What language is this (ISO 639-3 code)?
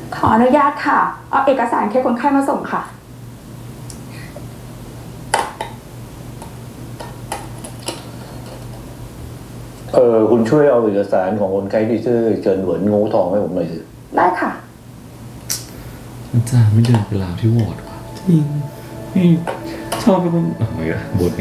tha